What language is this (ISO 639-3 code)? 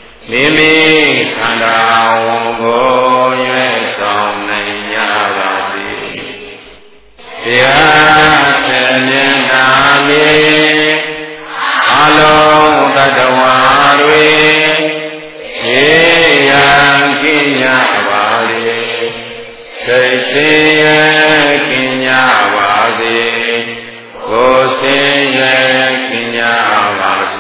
mya